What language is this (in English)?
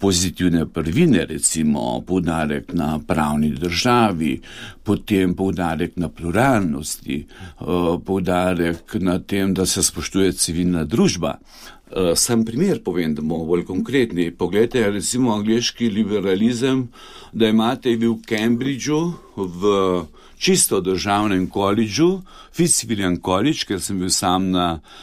Slovenian